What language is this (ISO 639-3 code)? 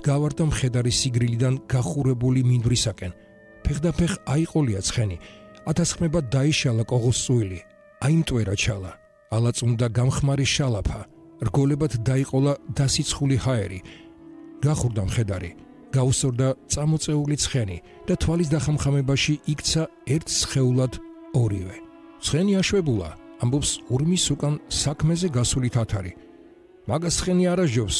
kat